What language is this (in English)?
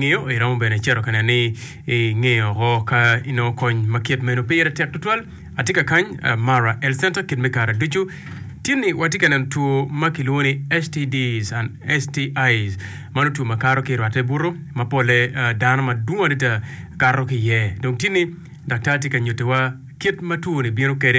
Acoli